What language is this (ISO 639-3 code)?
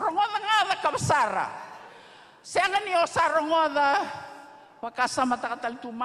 fij